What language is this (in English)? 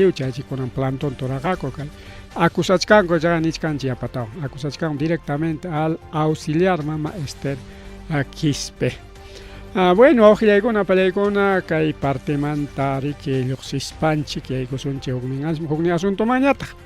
Ayacucho Quechua